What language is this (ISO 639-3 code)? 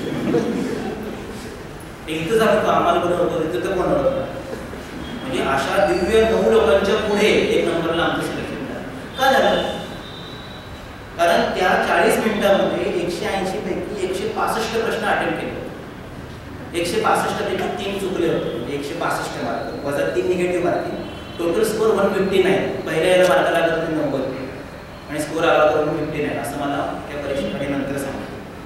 mar